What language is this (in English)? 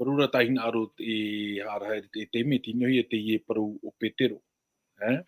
Tahitian